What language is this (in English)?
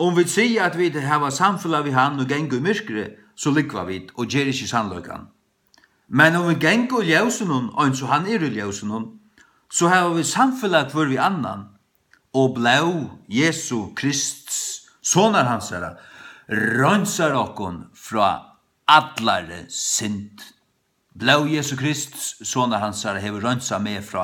Faroese